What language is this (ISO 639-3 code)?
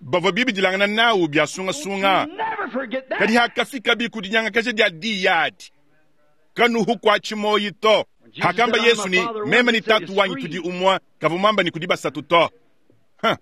lua